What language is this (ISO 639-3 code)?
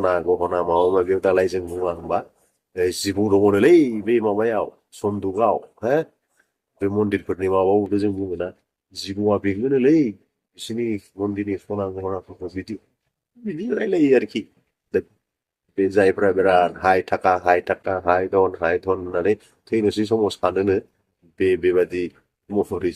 brx